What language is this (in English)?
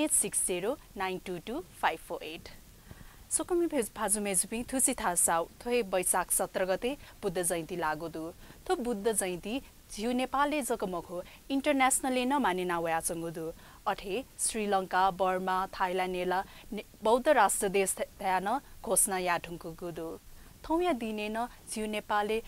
Newari